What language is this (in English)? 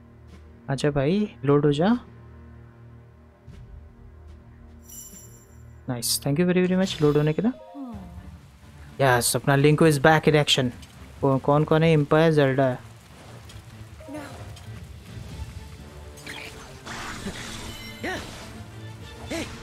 Hindi